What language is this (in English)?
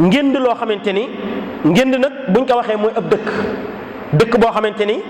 Wolof